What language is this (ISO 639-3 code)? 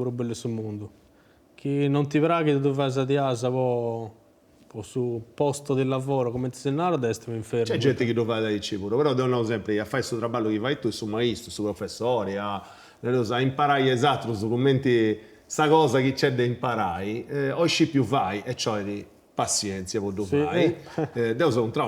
srd